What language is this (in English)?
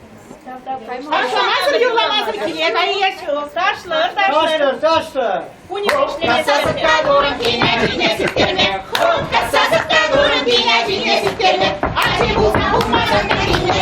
Chuvash